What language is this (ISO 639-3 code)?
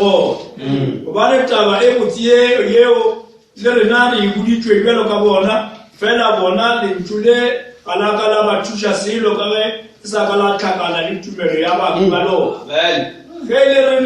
nso